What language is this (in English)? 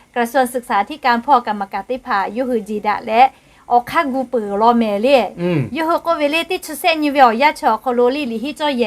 Lahu